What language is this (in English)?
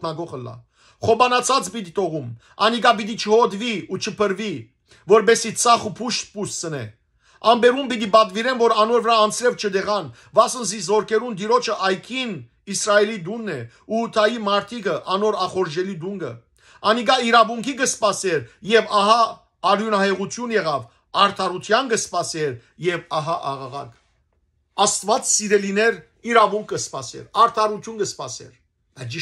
Western Armenian